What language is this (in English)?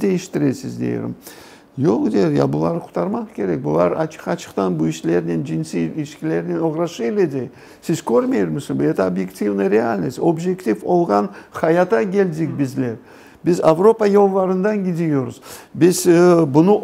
Crimean Tatar